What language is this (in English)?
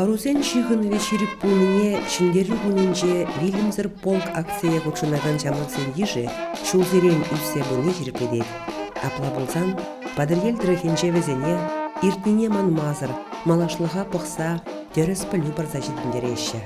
Chuvash